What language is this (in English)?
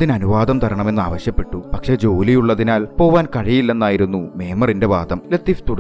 Malayalam